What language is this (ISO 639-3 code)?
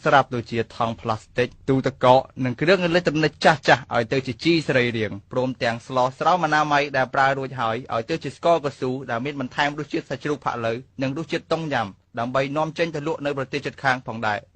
khm